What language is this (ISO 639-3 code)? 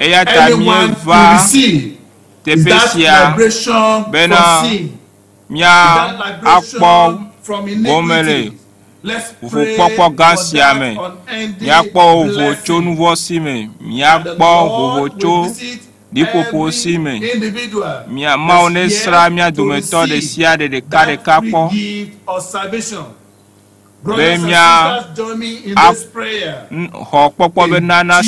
ewe